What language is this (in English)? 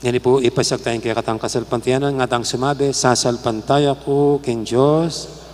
Pampanga